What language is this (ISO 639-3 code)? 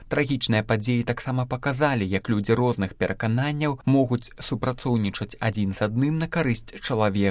bel